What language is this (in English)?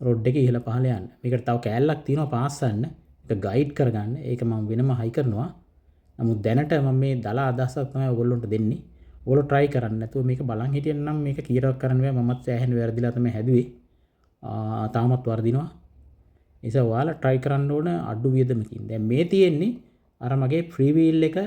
Sinhala